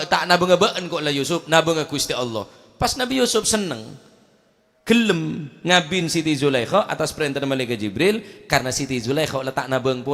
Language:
Madurese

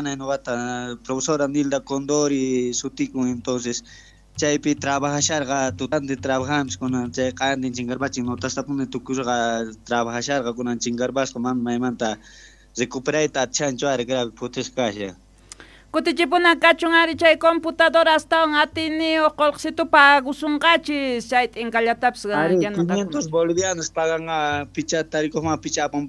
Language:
South Bolivian Quechua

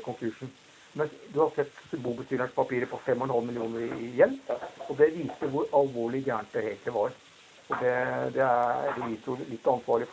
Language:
Norwegian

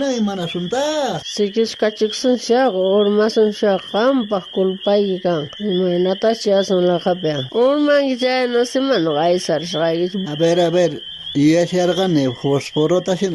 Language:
South Bolivian Quechua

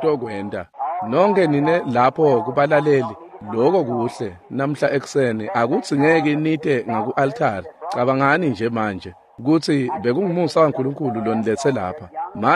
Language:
Swati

